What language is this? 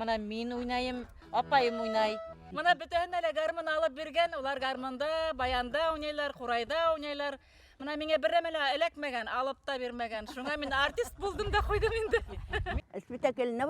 Bashkir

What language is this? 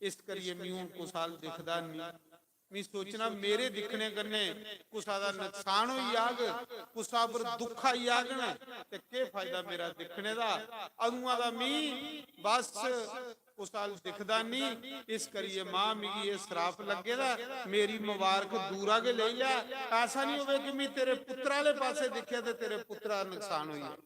Dogri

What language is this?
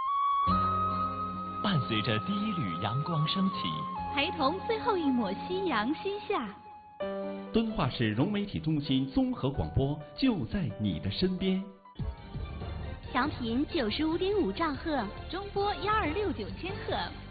Chinese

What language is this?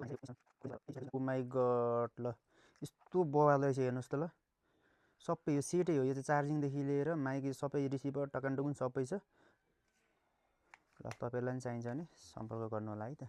Nepali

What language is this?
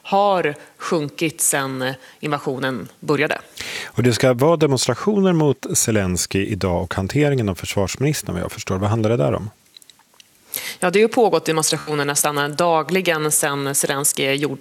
Swedish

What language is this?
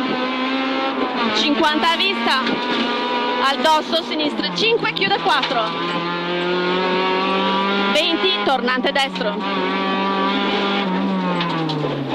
Italian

